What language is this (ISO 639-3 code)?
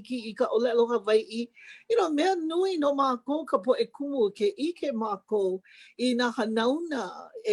haw